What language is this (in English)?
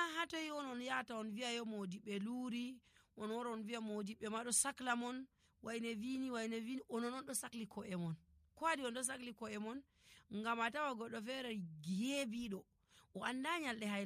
Nigerian Fulfulde